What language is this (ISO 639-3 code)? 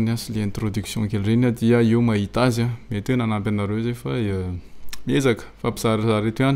mlg